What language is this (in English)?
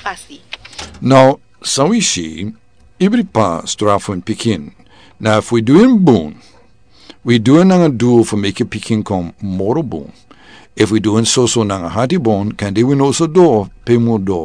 Sranan Tongo